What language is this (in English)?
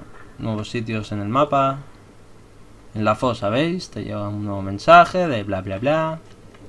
Spanish